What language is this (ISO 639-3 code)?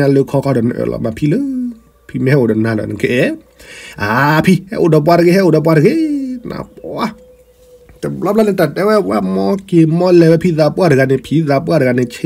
ksw